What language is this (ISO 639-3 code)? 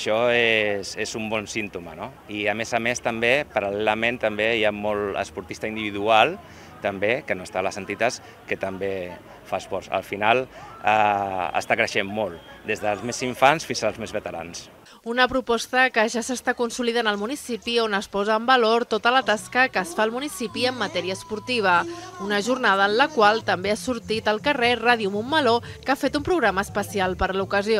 cat